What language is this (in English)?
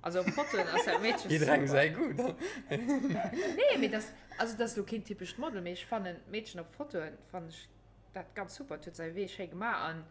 Luxembourgish